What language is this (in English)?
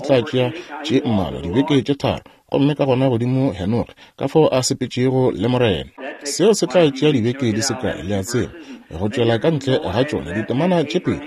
Northern Sotho